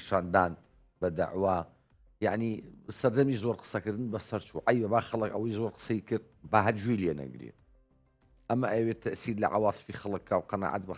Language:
Central Kurdish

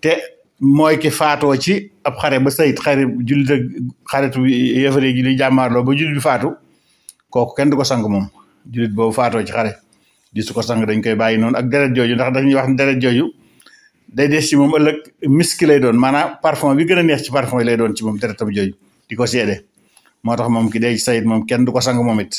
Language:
Wolof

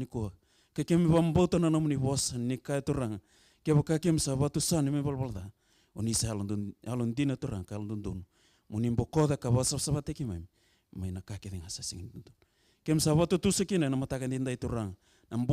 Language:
Fijian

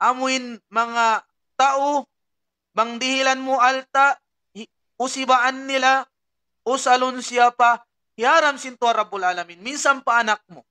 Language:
Tausug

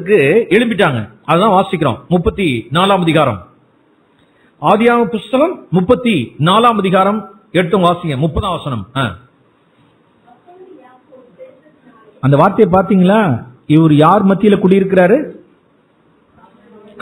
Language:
Tamil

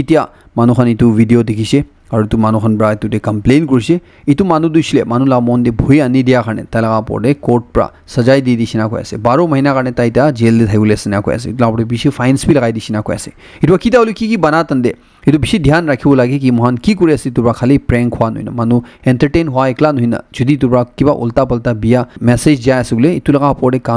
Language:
Naga Pidgin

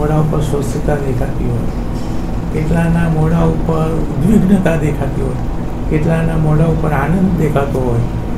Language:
Gujarati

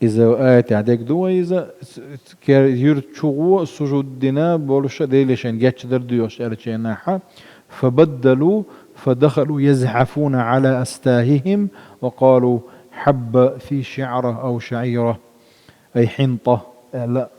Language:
Chechen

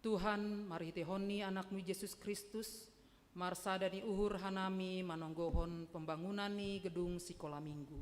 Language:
Batak Simalungun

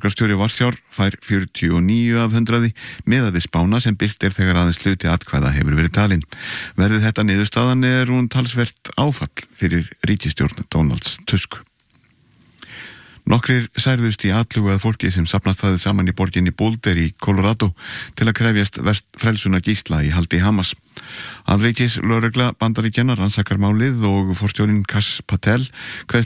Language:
Icelandic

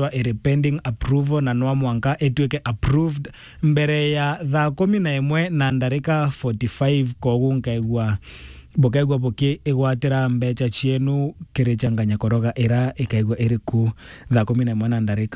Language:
Meru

